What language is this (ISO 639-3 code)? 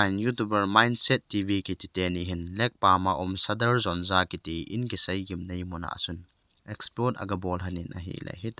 tcz